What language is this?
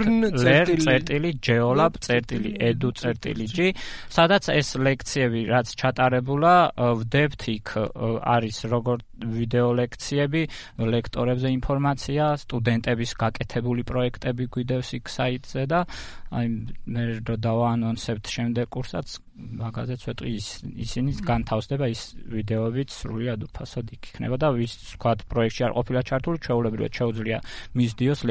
Georgian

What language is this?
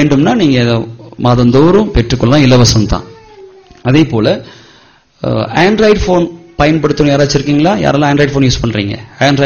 Tamil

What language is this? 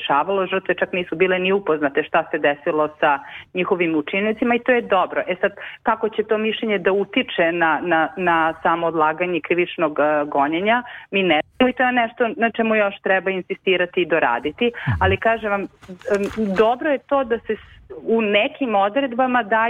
Serbian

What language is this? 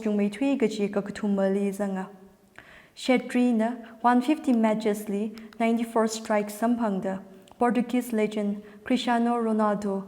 Tangkhul Naga (India)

